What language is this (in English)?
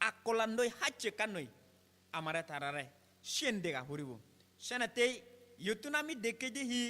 Chakma